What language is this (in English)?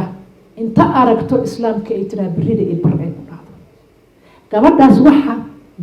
Somali